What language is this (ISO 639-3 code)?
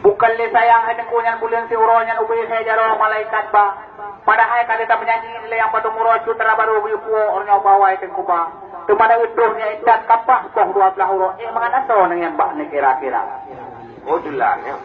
ace